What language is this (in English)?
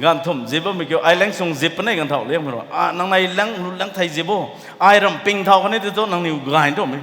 Rongmei Naga